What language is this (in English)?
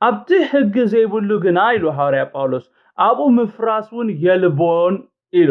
Tigrinya